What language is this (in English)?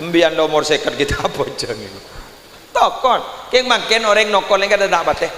Madurese